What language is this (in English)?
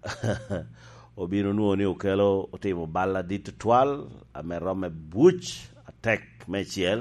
Lango (Uganda)